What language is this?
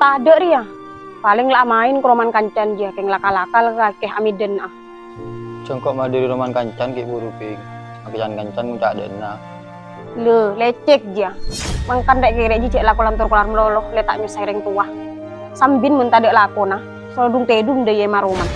Madurese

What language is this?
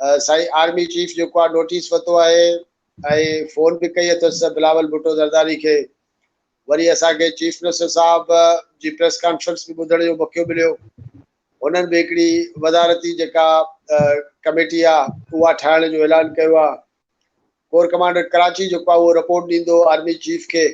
Sindhi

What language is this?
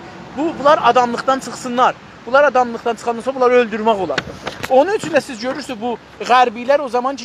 South Azerbaijani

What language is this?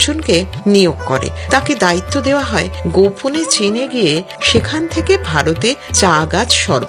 Bangla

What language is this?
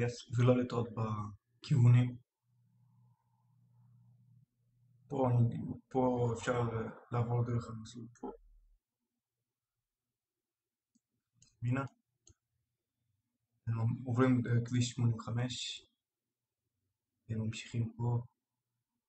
Hebrew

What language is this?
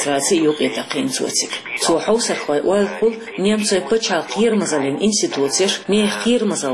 Chechen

